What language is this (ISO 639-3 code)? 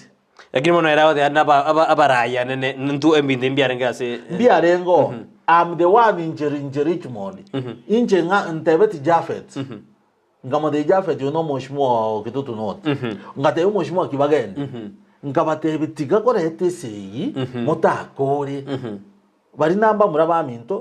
guz